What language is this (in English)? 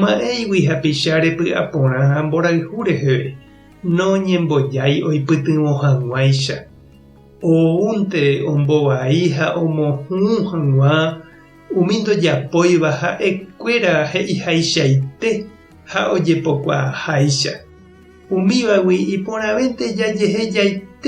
Guarani